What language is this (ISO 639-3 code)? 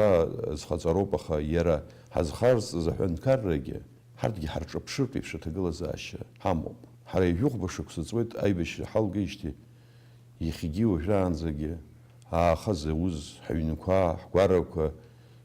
abk